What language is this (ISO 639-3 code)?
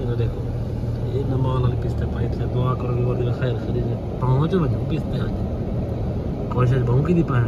skr